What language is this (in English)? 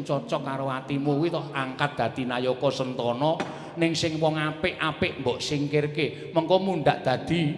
Javanese